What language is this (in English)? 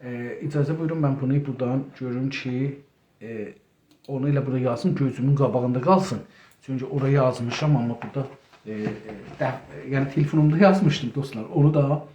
South Azerbaijani